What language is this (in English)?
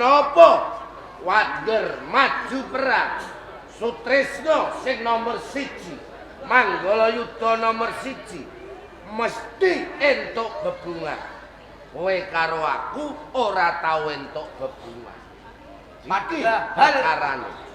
Javanese